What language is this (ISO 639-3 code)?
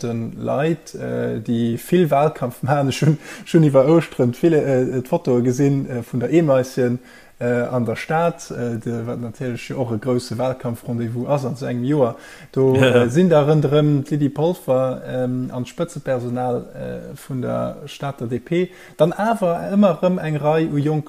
ltz